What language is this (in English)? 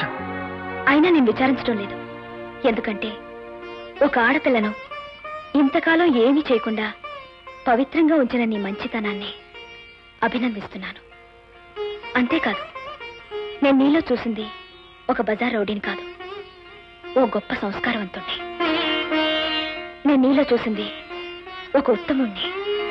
Telugu